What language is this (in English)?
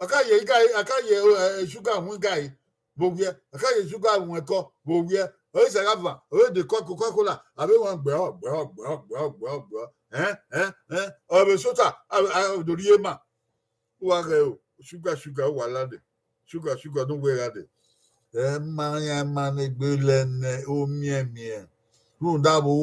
Bini